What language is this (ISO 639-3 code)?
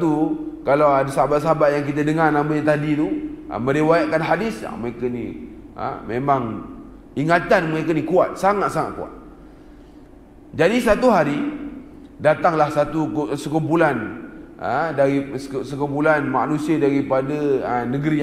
msa